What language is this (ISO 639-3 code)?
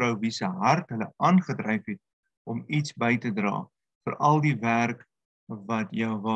afr